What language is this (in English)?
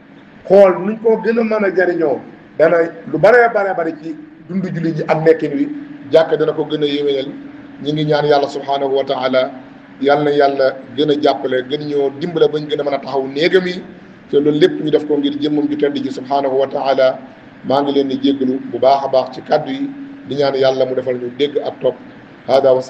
Wolof